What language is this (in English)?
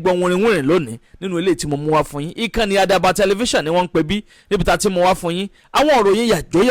Yoruba